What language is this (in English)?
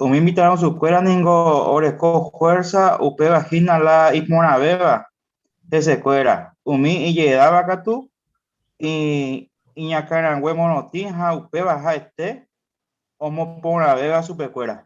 Guarani